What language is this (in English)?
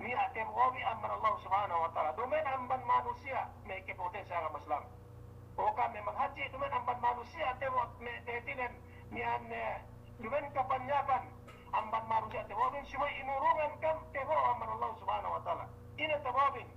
Yakan